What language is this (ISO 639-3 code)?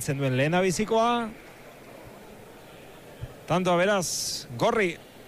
eus